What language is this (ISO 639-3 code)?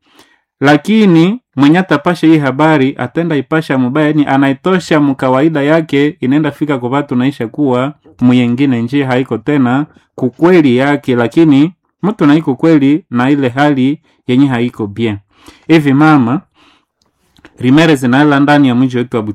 swa